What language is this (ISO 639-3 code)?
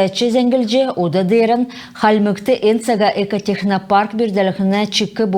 xal